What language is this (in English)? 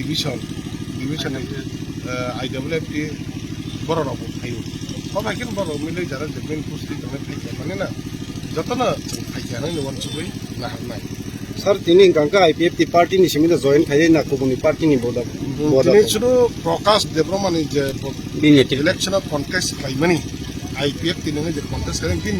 Kok Borok